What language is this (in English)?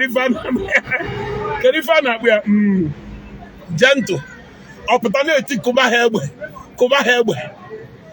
Igbo